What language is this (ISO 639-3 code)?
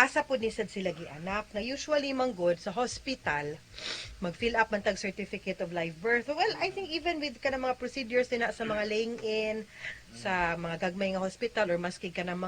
ceb